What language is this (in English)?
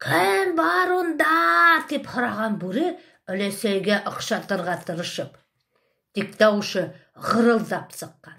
Bashkir